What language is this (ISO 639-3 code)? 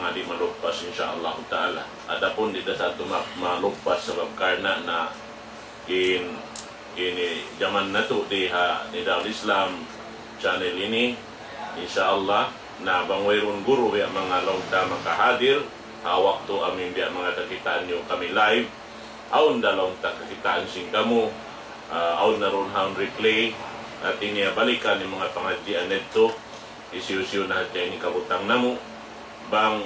tsg